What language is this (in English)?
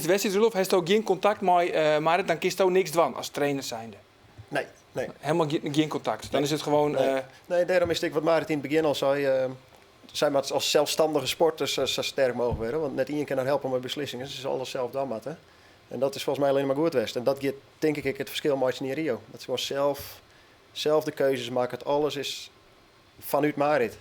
Western Frisian